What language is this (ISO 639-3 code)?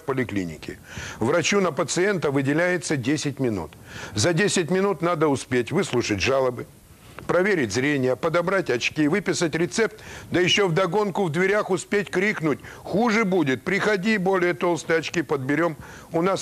rus